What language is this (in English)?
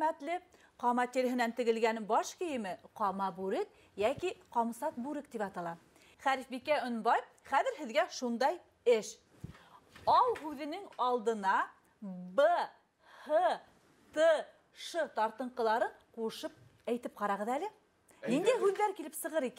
Bashkir